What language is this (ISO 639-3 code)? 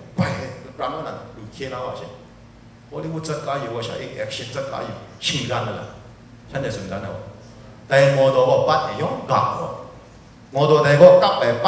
kac